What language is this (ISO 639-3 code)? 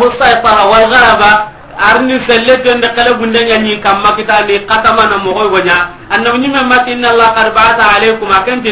snk